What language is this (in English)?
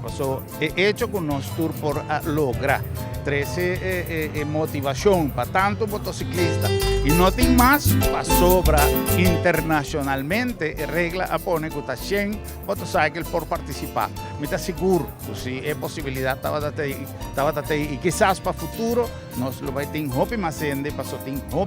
Papiamento